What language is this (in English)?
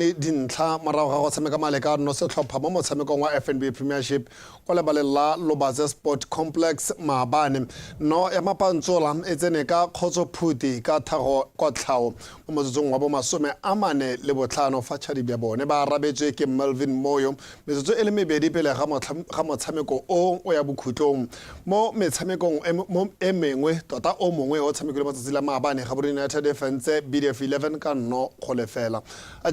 Tswana